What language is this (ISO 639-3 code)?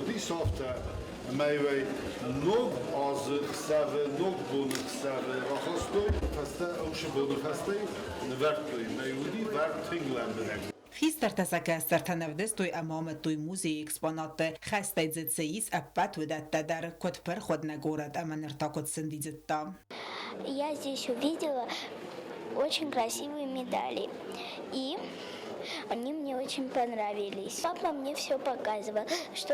oss